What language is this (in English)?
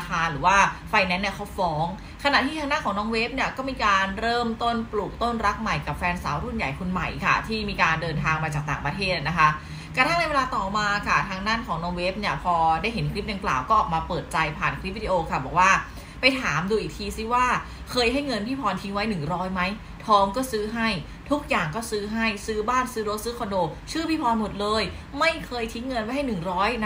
Thai